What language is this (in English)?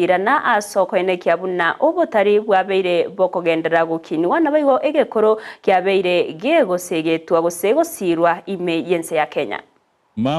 Gusii